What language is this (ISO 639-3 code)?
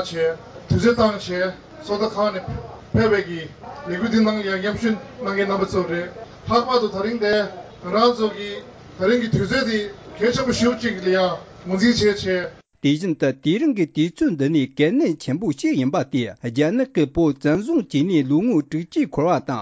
bod